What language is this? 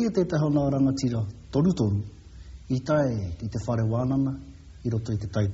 Māori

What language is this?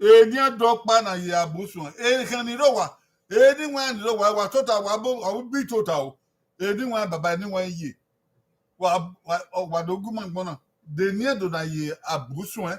Bini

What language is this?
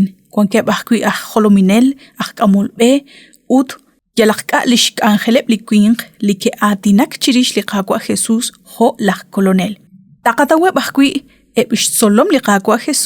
Kekchí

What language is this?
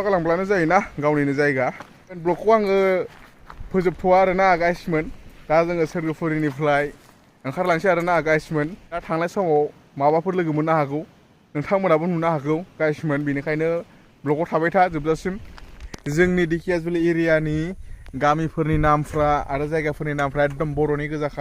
Bodo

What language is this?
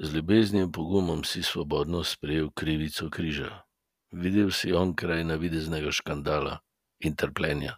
Slovenian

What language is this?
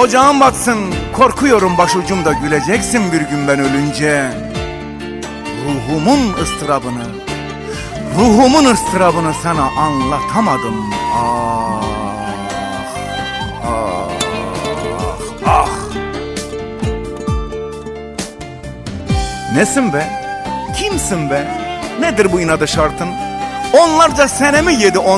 Turkish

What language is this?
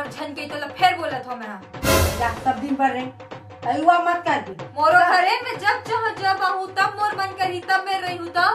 Chhattisgarhi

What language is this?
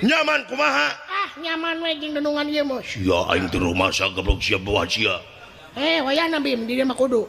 Sundanese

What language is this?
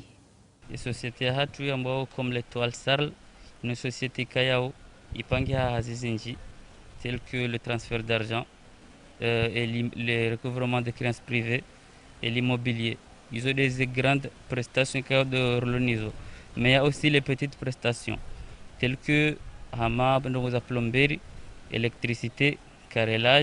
Ngazidja Comorian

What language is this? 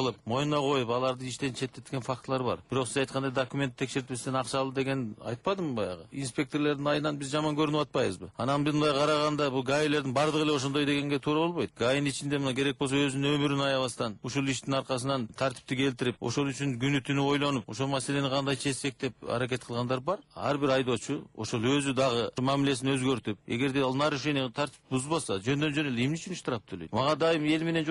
Kyrgyz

